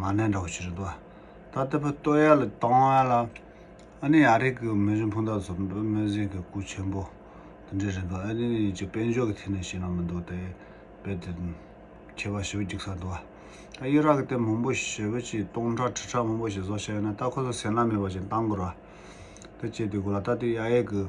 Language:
Tibetan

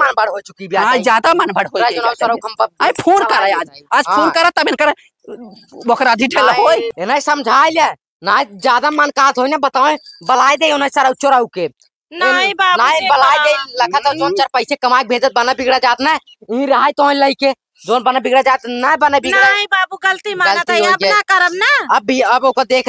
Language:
Awadhi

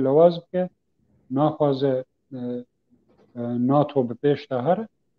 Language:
Kurdish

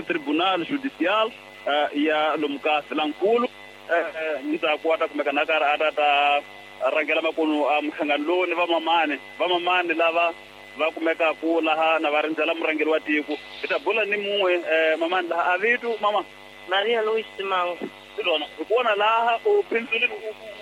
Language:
Tsonga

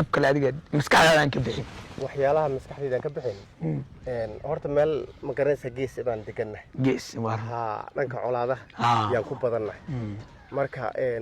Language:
Somali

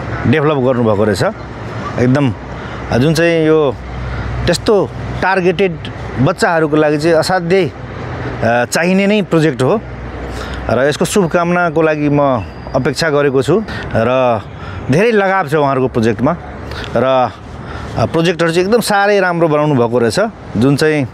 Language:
Nepali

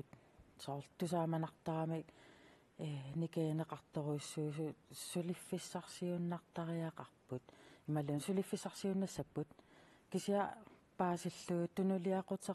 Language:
Kalaallisut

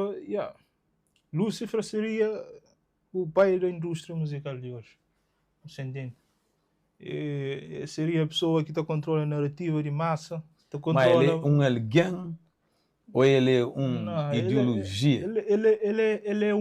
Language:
Kabuverdianu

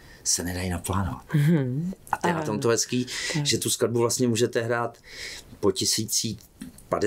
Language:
Czech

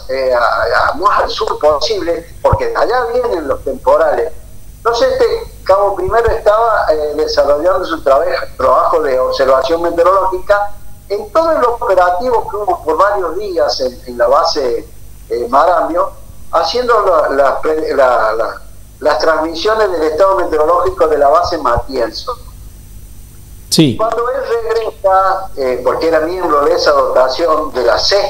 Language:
Spanish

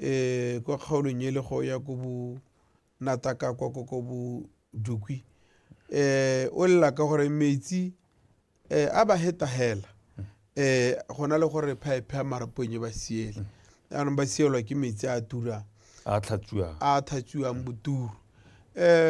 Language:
Tswana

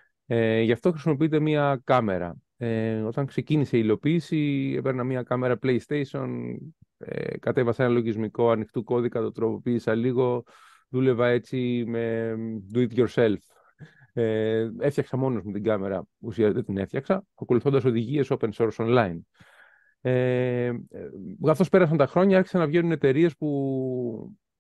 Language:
Greek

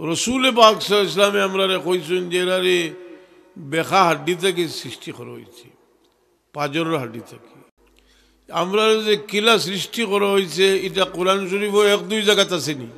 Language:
Sylheti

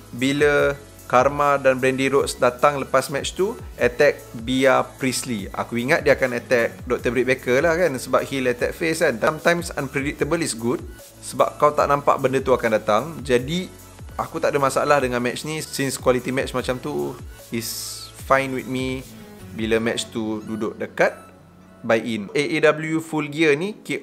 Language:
Malay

